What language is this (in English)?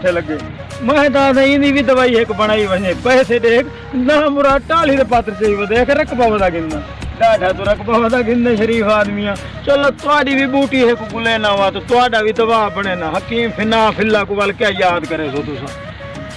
Saraiki